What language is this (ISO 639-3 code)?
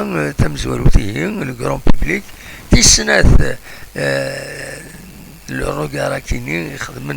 kab